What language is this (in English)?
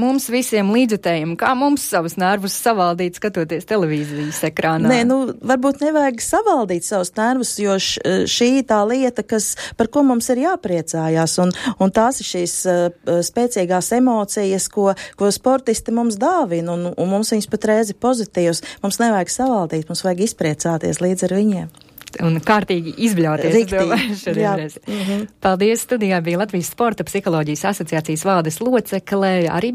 Latvian